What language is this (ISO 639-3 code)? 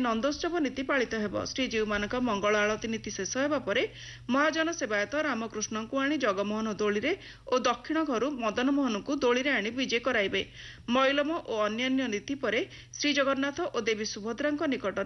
ori